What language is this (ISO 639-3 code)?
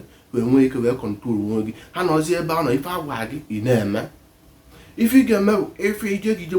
ibo